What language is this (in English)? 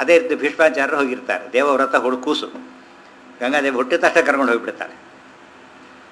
Kannada